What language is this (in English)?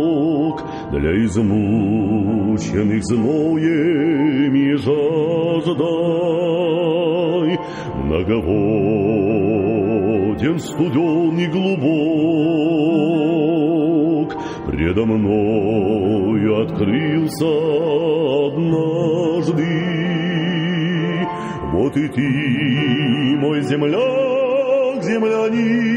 Russian